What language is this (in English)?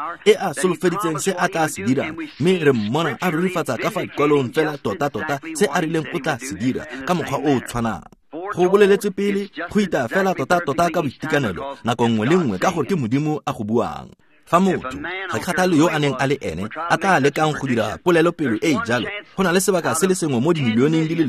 Tswana